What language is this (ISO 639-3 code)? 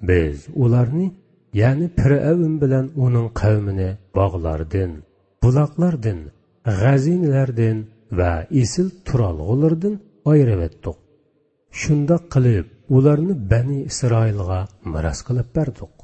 uig